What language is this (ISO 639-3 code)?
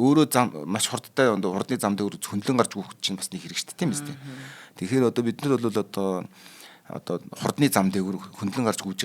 mon